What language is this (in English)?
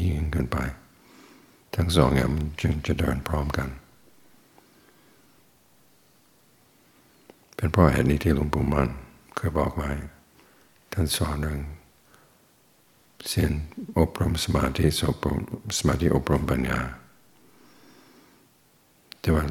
Thai